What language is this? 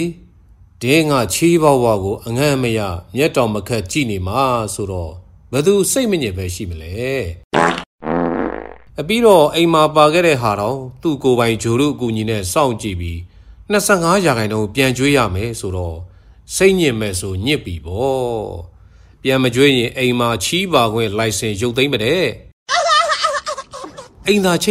Burmese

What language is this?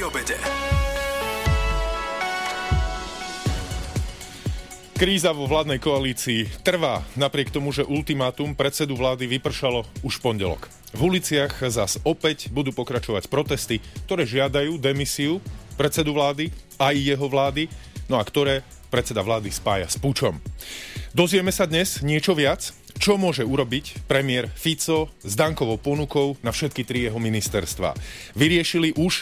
Slovak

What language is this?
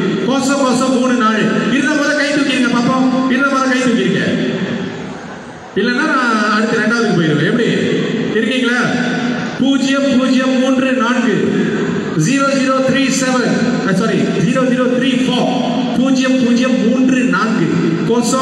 Tamil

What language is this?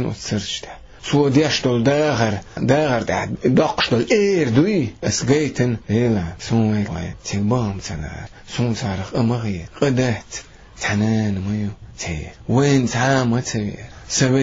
Chechen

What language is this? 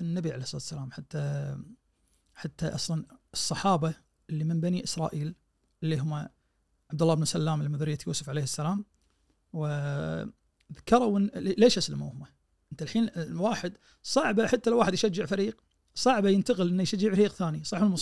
Najdi Arabic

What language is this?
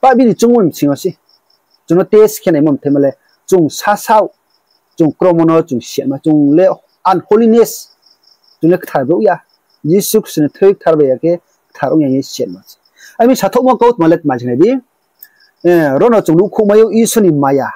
Riang (India)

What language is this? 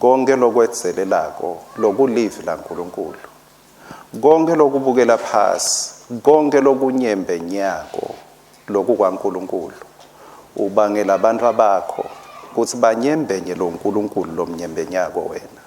Swati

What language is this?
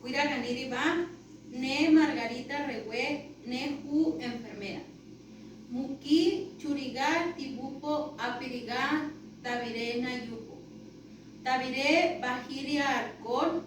Central Tarahumara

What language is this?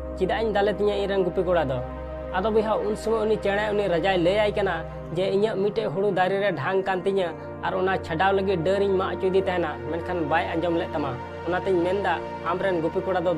Santali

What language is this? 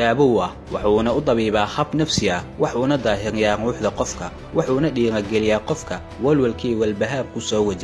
Somali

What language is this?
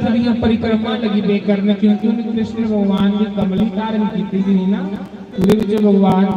Dogri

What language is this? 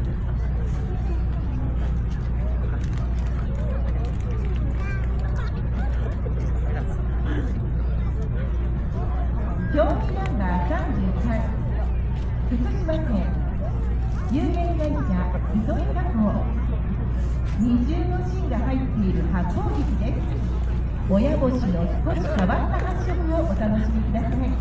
Japanese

